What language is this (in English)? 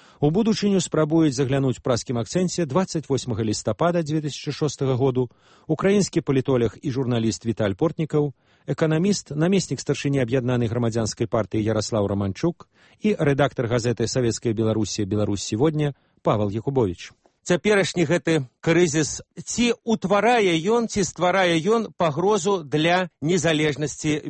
Belarusian